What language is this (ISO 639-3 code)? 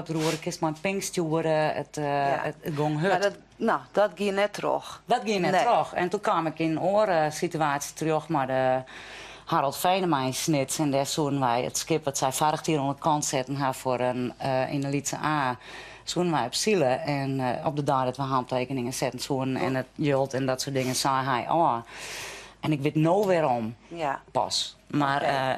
fry